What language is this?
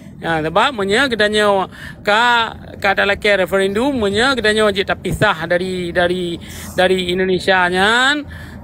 Achinese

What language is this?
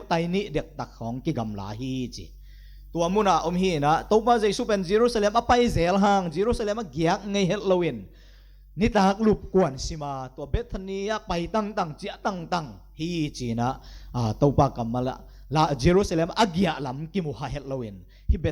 Tedim Chin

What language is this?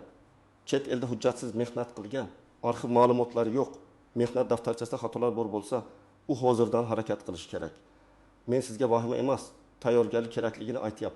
Uzbek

